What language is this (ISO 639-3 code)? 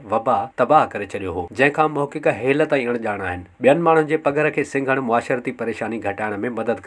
snd